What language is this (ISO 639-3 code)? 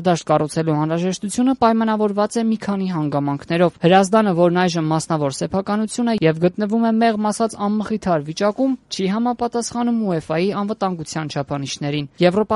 hye